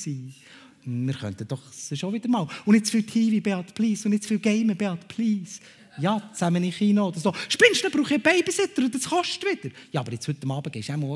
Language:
Swiss German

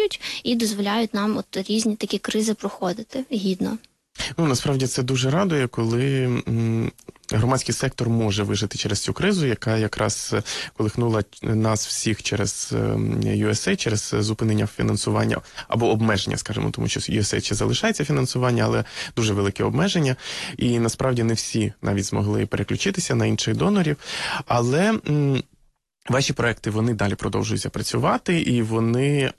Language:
Ukrainian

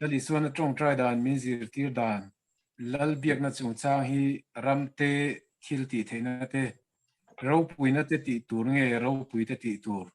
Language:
Mizo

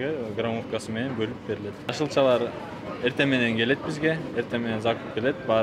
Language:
Kyrgyz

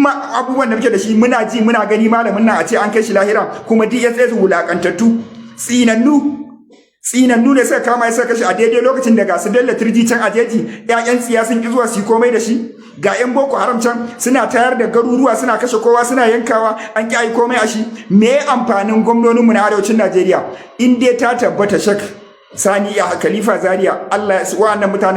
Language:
Hausa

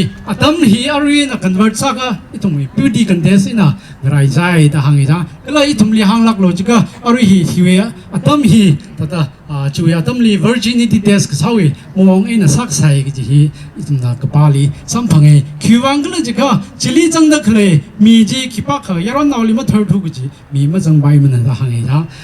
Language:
Tangkhul Naga (India)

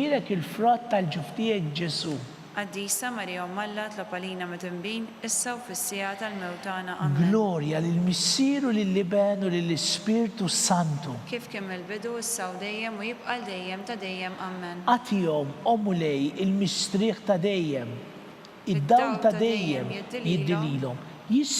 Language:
Maltese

